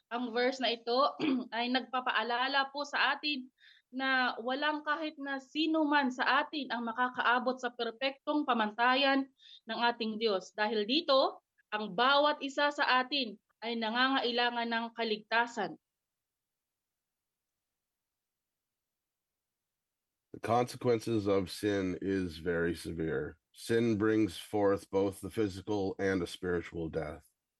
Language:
Filipino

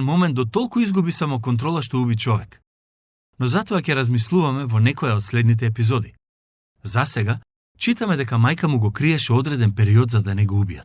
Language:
Macedonian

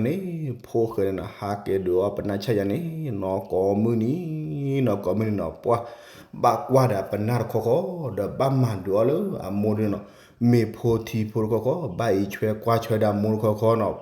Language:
S'gaw Karen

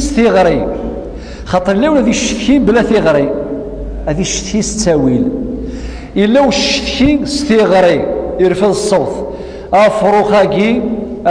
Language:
Kabyle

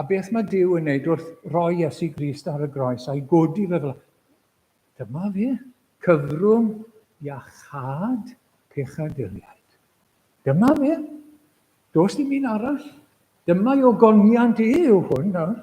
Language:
Welsh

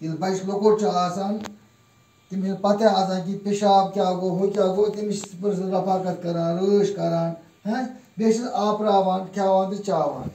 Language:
Kashmiri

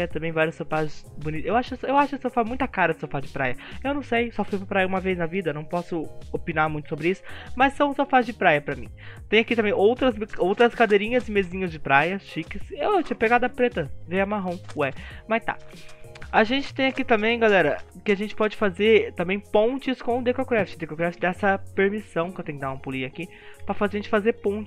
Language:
Portuguese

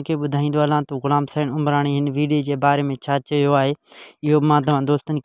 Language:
Sindhi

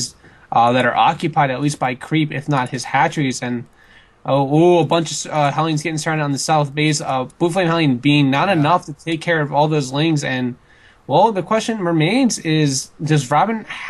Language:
English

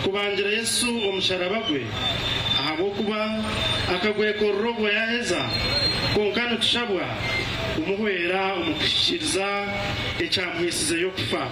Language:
Nyankole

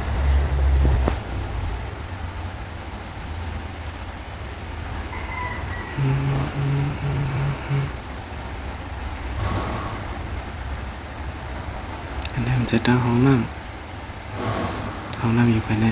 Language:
Thai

